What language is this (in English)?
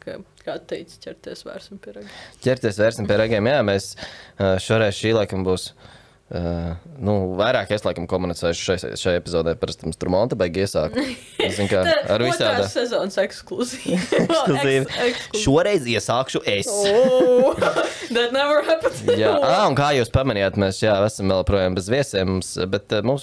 Latvian